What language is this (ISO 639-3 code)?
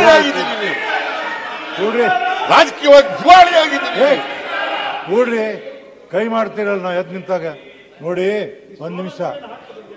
kan